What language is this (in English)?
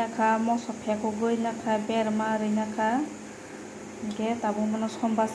Kok Borok